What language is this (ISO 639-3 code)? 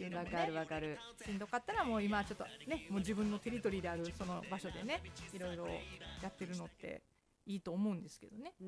jpn